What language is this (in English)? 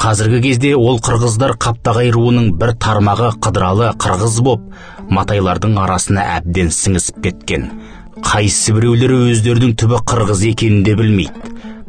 Kazakh